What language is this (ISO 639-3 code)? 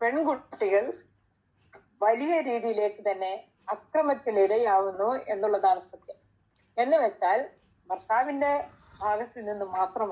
mal